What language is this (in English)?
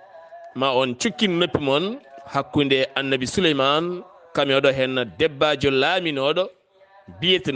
Fula